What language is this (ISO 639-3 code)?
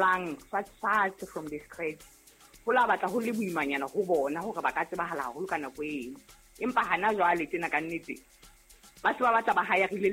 sot